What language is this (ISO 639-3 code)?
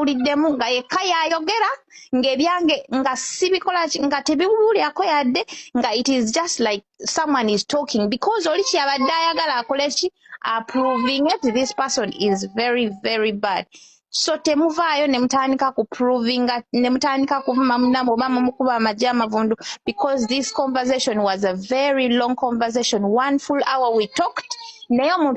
lug